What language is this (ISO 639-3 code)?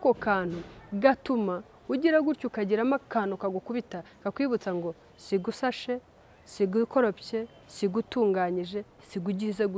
kin